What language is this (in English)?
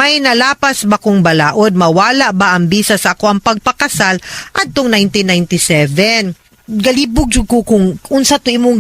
Cebuano